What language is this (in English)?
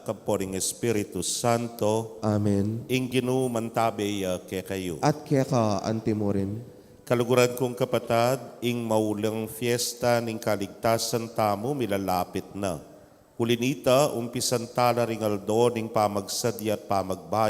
Pampanga